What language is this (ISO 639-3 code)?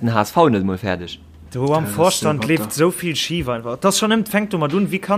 ltz